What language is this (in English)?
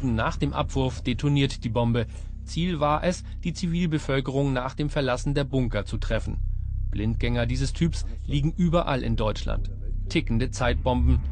German